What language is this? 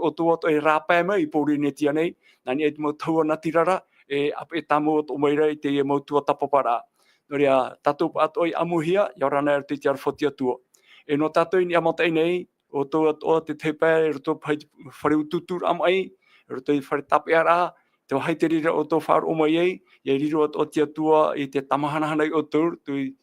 Tahitian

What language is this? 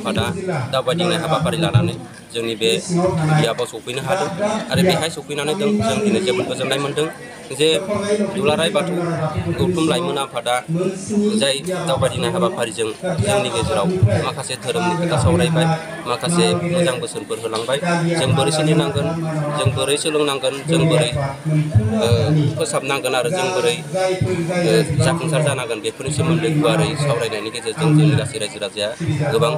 Bodo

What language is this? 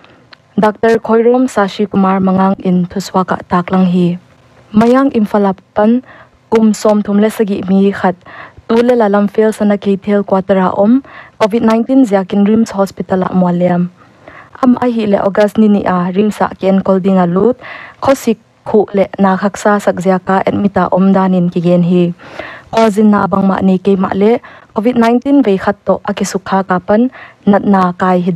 Paite Chin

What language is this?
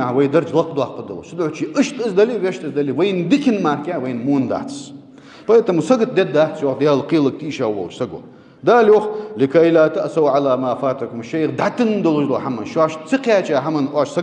Ingush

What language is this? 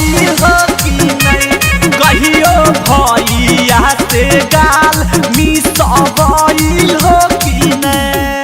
Magahi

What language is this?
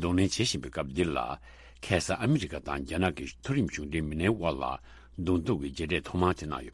Tibetan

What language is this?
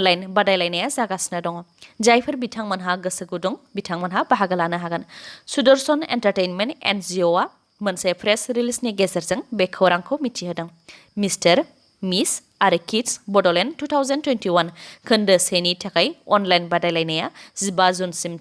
Bodo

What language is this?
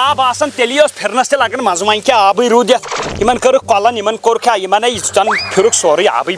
Kashmiri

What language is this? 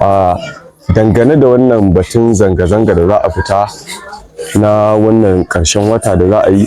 Hausa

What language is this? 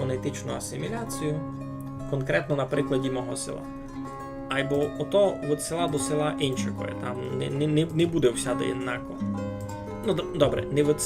Rusyn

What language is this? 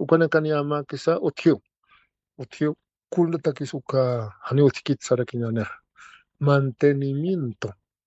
Aymara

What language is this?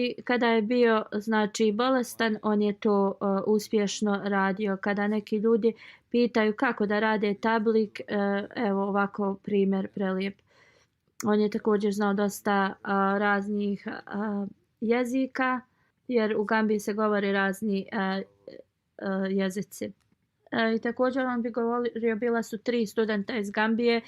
Bosnian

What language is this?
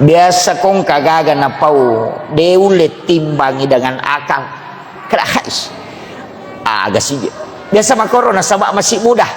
Buginese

